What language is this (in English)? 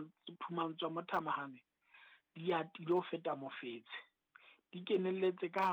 Southern Sotho